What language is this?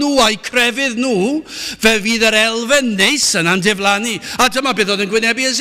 Welsh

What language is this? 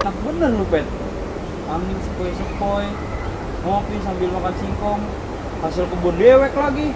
Betawi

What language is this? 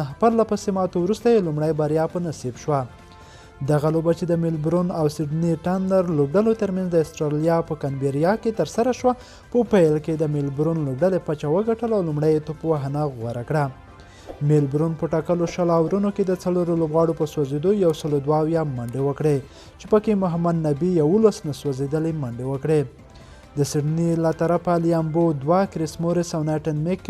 Pashto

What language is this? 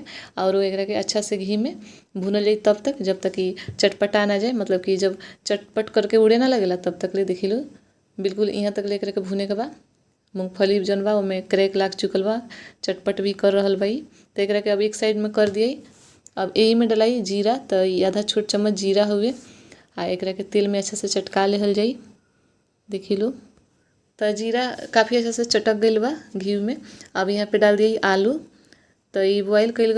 Bhojpuri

